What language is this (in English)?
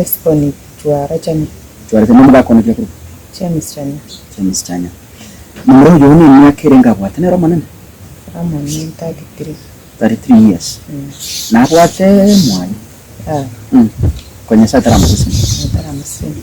Gusii